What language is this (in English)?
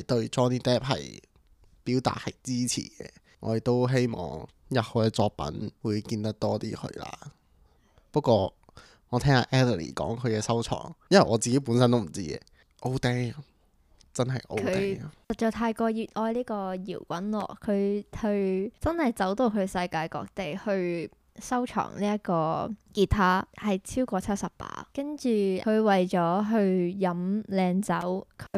Cantonese